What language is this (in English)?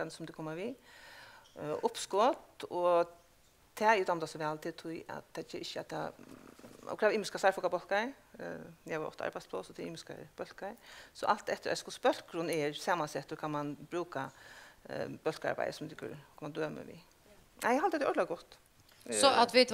Faroese